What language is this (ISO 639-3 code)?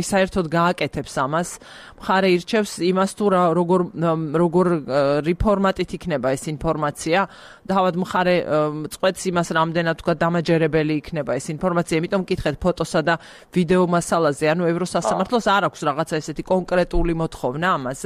kat